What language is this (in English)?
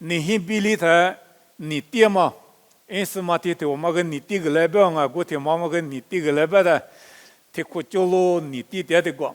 Lisu